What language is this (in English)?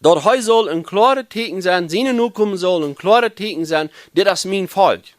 Plautdietsch